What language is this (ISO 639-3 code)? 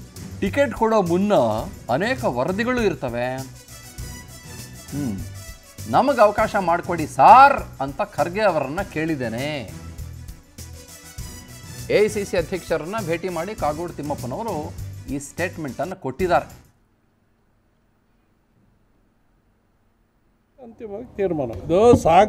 kan